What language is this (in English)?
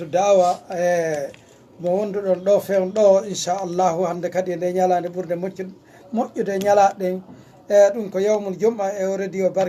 Fula